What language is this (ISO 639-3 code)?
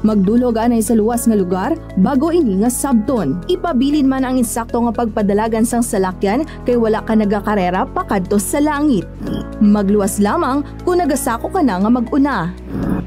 hil